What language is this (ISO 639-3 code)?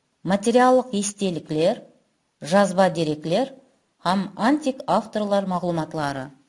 kaa